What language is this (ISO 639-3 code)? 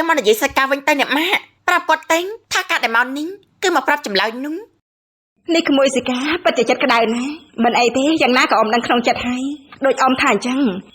khm